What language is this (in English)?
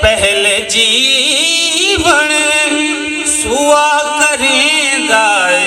Saraiki